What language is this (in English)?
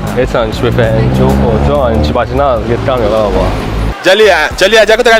Morisyen